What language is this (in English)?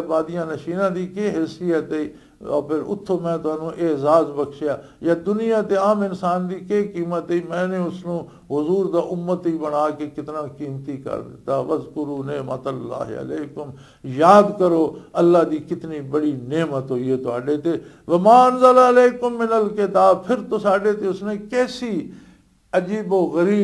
Western Panjabi